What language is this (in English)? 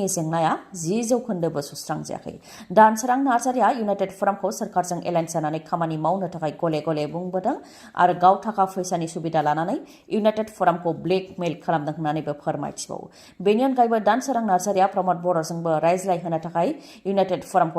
Bodo